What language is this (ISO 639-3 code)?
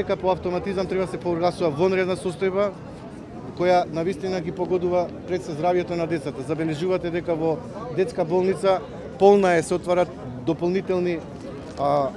mkd